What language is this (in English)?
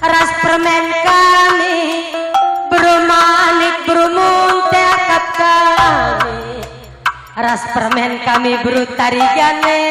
Batak Karo